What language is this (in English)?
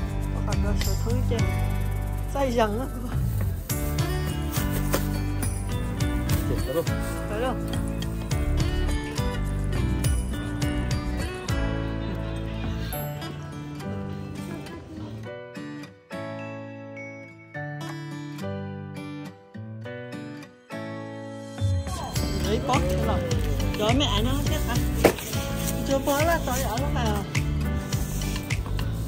Vietnamese